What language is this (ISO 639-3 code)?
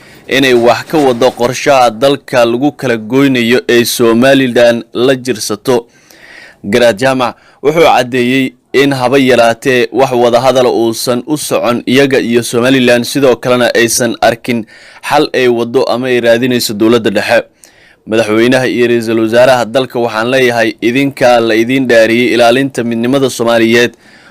som